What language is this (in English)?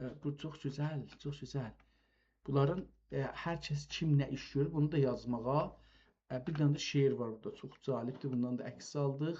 South Azerbaijani